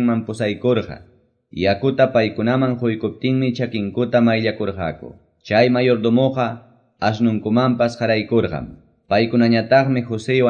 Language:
Quechua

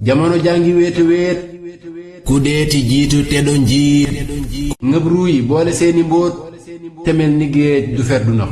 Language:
Wolof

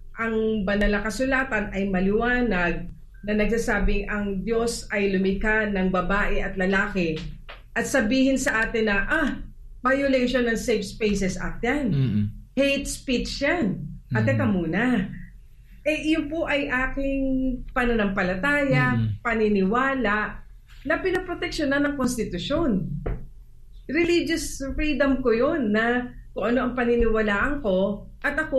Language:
Filipino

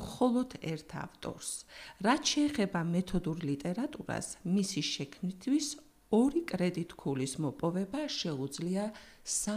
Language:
Georgian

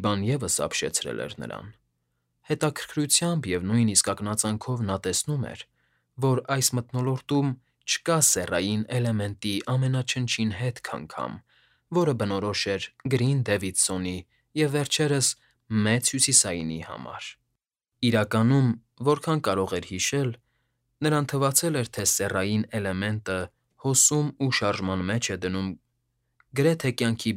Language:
Armenian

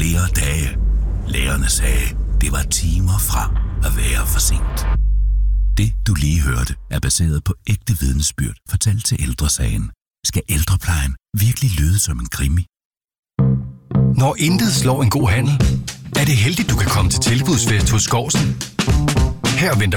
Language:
Danish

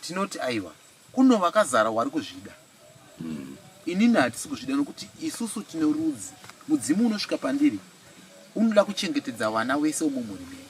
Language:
Shona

